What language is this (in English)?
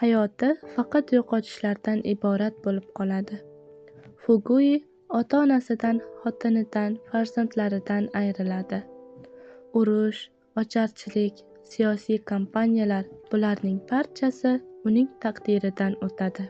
Uzbek